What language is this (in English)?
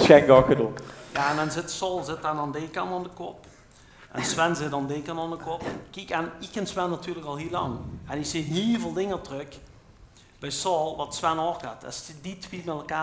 Limburgish